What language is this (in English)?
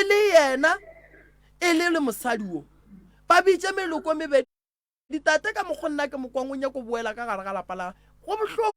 Northern Sotho